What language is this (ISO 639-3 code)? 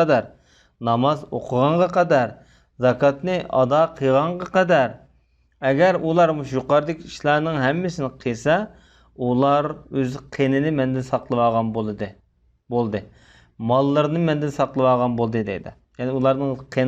uig